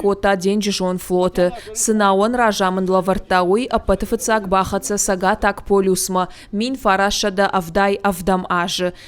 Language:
Ossetic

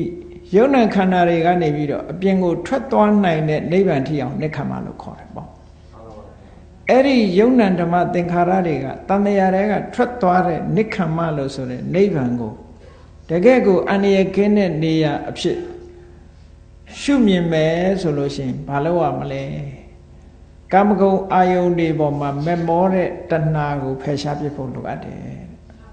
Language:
Burmese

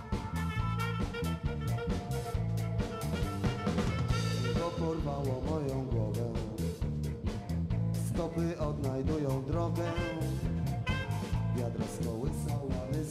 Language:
Polish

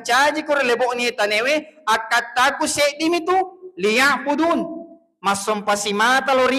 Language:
Buginese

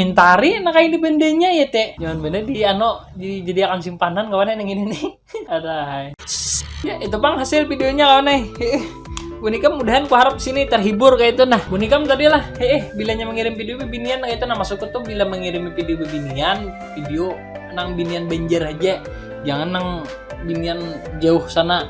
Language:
Banjar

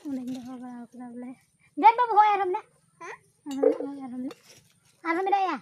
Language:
Santali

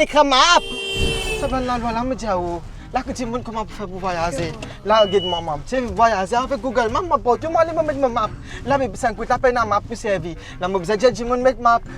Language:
Morisyen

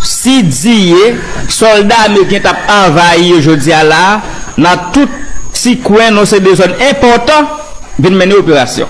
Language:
Haitian Creole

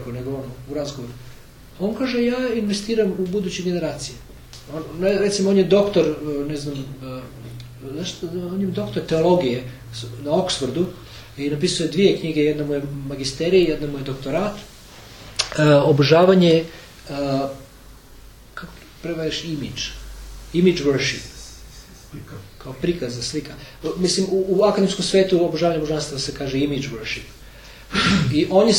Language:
Croatian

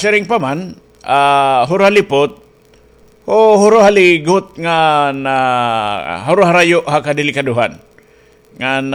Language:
Waray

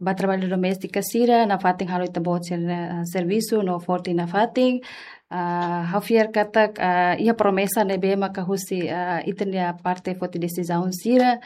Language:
Tetum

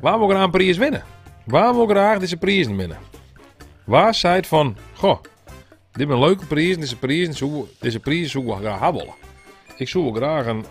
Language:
Western Frisian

